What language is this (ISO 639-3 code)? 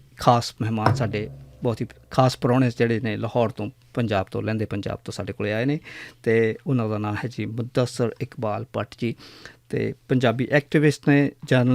lah